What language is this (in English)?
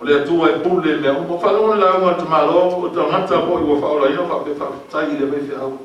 Samoan